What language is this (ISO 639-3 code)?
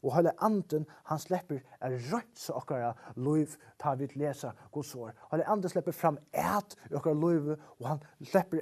fao